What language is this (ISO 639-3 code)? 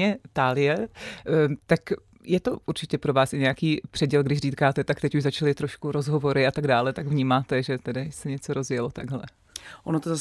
ces